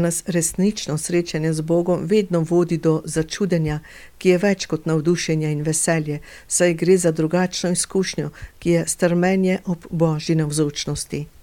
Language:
Slovenian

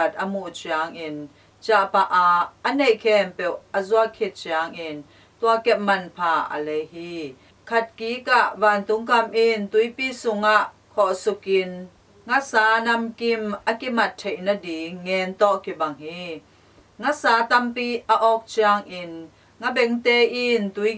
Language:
Tedim Chin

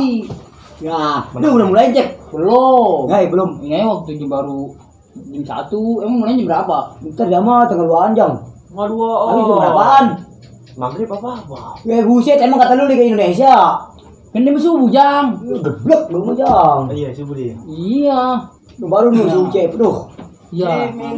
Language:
Betawi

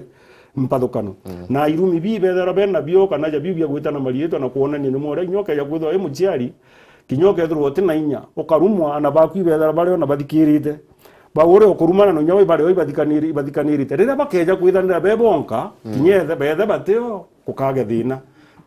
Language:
Meru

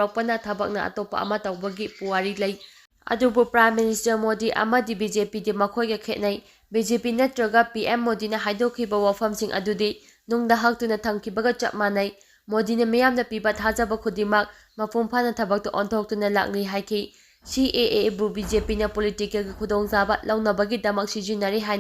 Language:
Manipuri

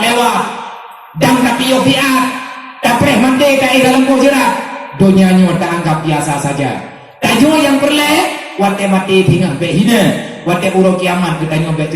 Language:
Achinese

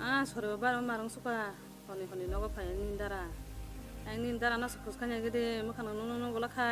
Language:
Kok Borok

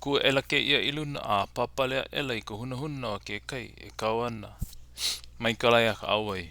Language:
Hawaiian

